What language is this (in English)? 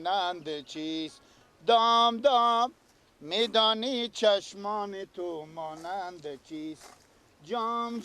Persian